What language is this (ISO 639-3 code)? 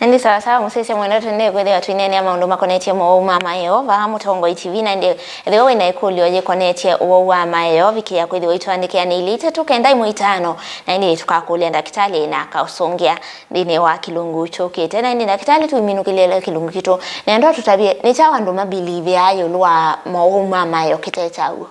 kam